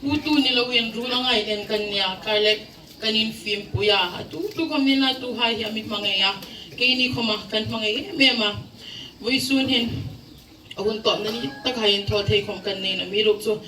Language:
Hmar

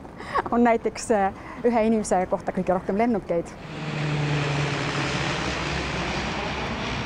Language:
Estonian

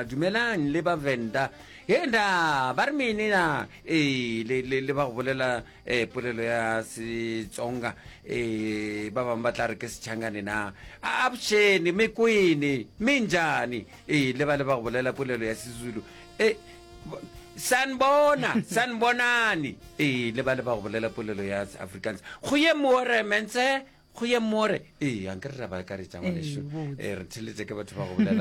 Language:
Northern Sotho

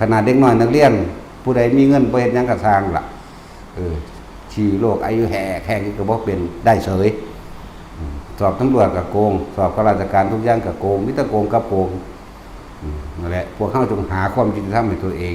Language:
Northeastern Thai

